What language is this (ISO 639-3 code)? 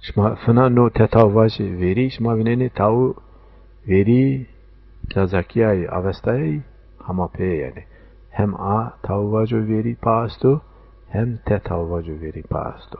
zza